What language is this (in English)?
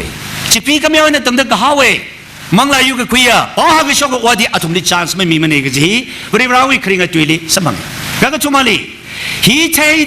Tangkhul Naga (India)